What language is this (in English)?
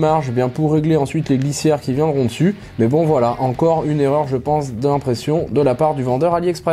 French